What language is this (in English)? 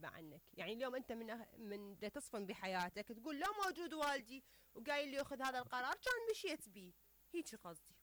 Mesopotamian Arabic